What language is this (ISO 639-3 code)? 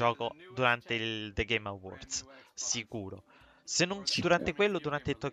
ita